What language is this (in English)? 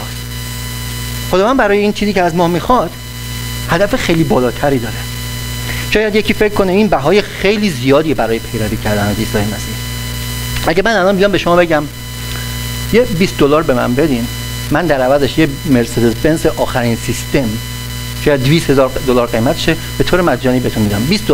Persian